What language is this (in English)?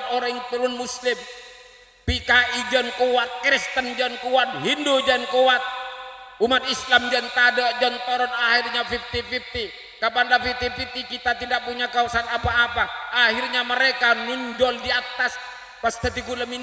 Madurese